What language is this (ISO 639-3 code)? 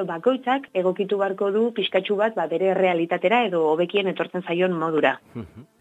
eus